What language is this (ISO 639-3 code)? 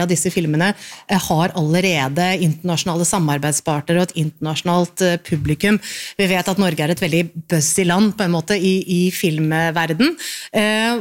nor